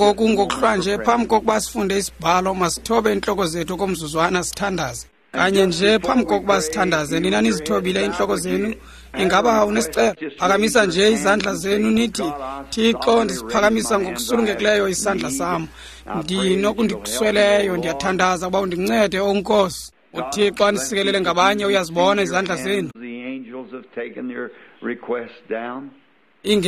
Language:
Xhosa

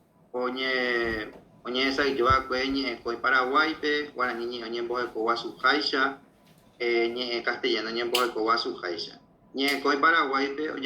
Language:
Guarani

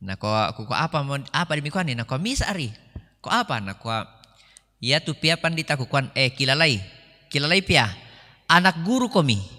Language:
Toraja-Sa'dan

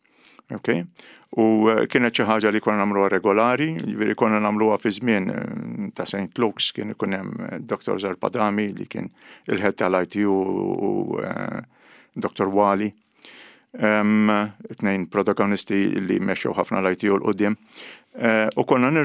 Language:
Maltese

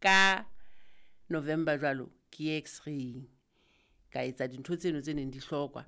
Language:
Southern Sotho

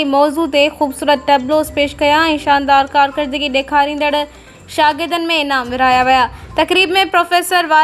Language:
Sindhi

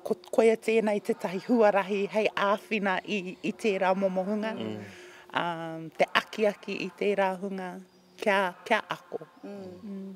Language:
Māori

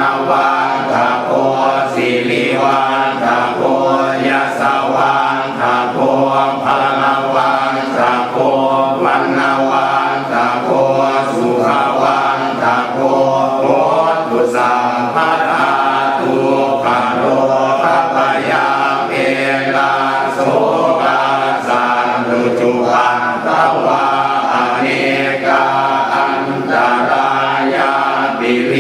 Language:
Pali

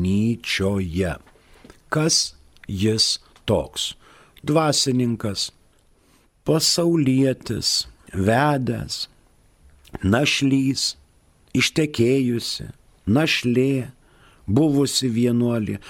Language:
Lithuanian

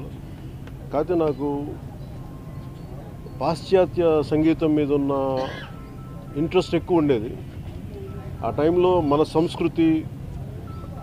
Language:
Telugu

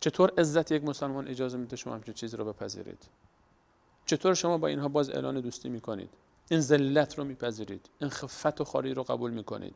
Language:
Persian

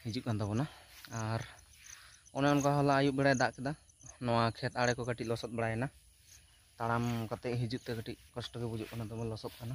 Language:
Santali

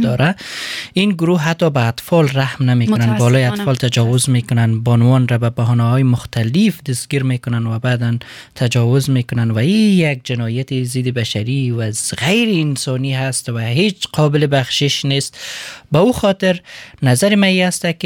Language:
Persian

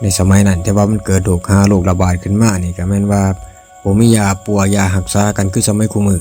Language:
Lao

